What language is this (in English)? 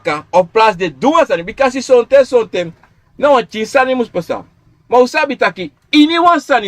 Sranan Tongo